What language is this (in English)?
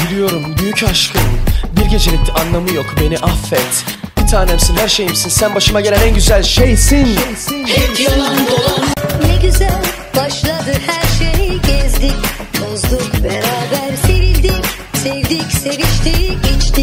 Turkish